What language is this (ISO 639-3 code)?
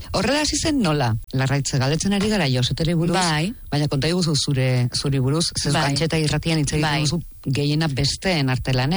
eus